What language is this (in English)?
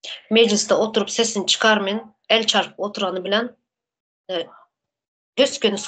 Turkmen